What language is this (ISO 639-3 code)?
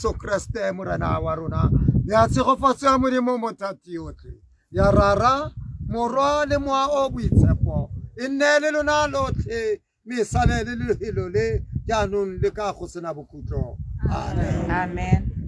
tsn